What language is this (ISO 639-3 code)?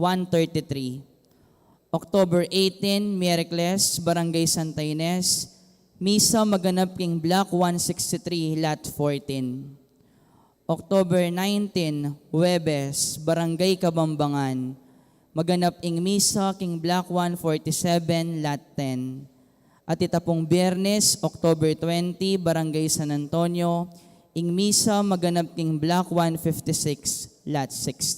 pam